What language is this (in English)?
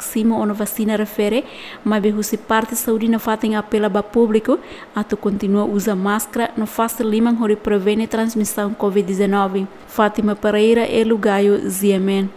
Tetum